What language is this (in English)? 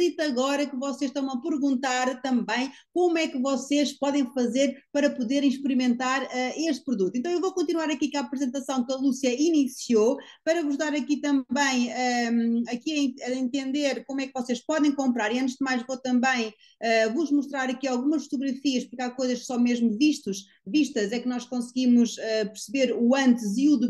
Portuguese